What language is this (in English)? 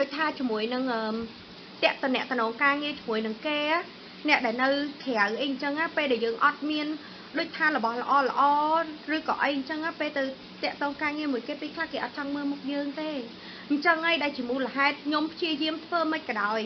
Khmer